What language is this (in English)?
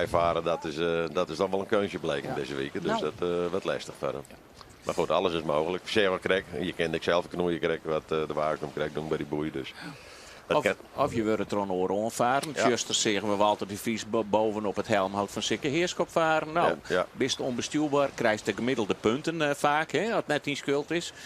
Western Frisian